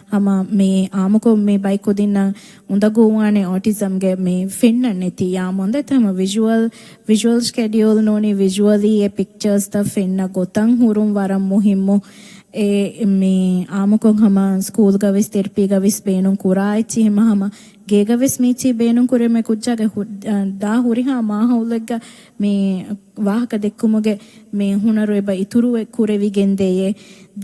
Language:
Divehi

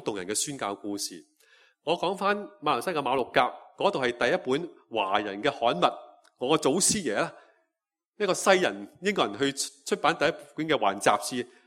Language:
Cantonese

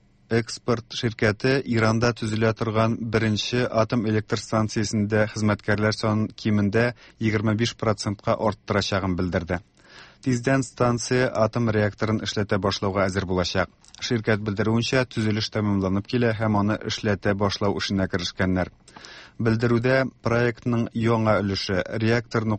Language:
Tatar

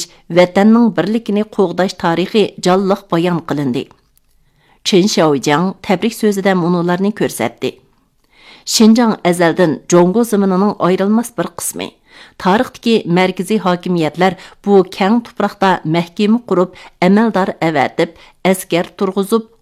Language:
Uyghur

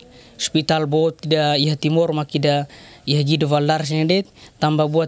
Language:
Tetum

